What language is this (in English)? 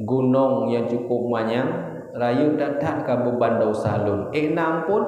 Achinese